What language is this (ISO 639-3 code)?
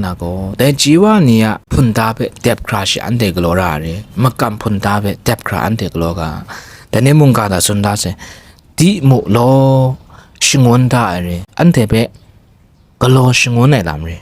kac